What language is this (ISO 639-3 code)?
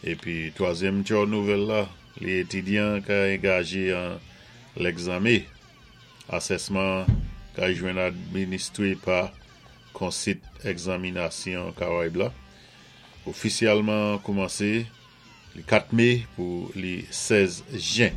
acf